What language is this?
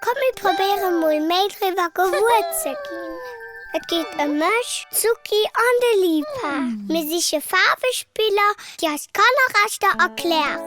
Luxembourgish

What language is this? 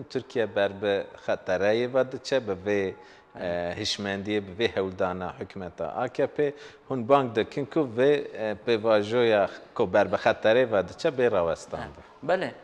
Kurdish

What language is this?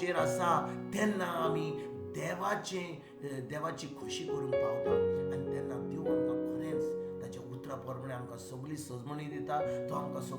Konkani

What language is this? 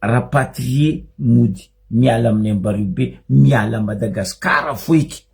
Malagasy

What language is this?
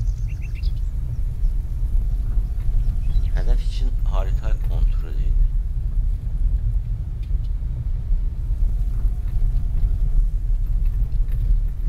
Turkish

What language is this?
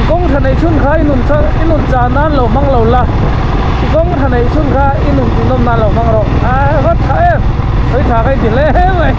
Mizo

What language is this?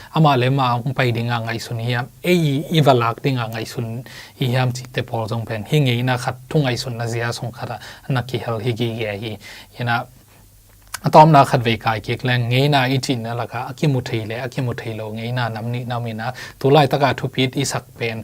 Tedim Chin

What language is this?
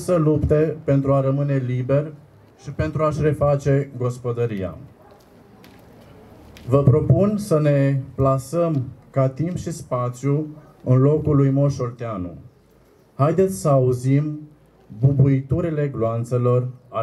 Romanian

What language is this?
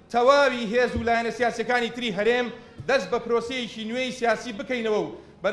Central Kurdish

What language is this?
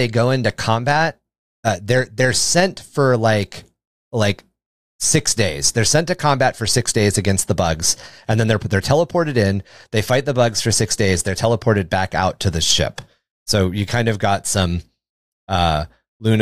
English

